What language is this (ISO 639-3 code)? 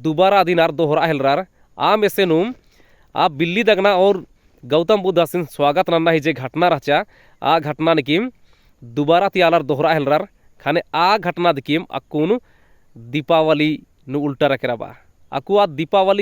kru